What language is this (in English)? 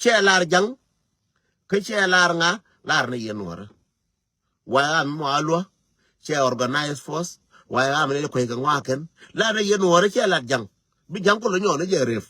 Nuer